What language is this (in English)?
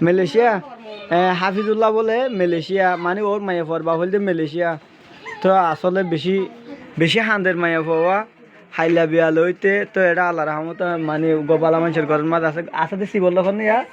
Rohingya